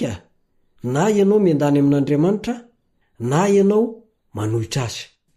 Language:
Malagasy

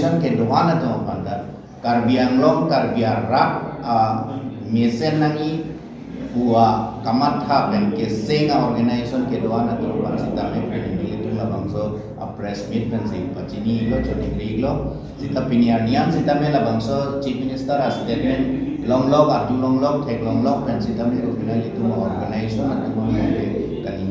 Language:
Karbi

